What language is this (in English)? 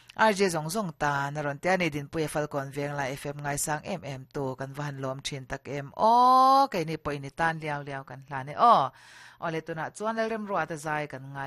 Mizo